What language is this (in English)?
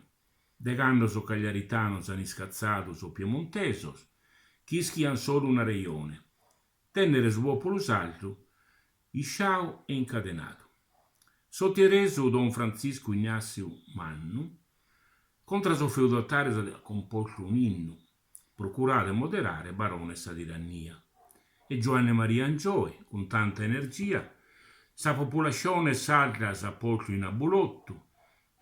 Sardinian